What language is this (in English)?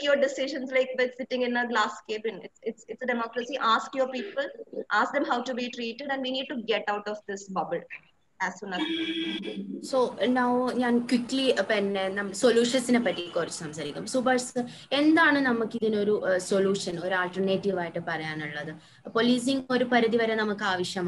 Malayalam